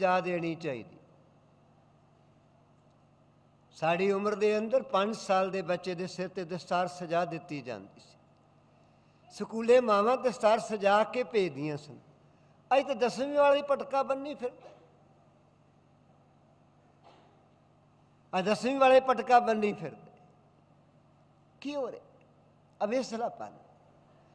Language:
Punjabi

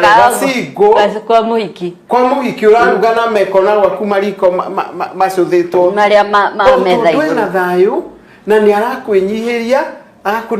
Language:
Kikuyu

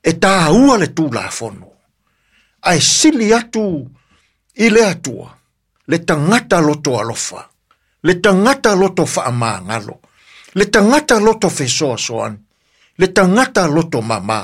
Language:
Samoan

